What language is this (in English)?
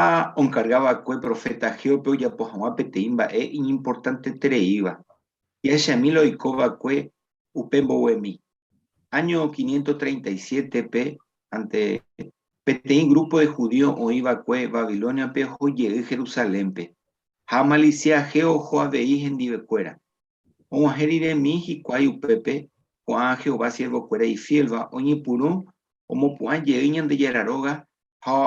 Guarani